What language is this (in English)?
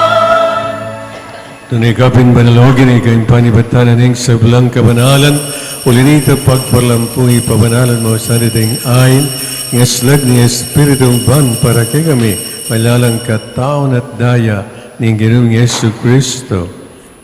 Pampanga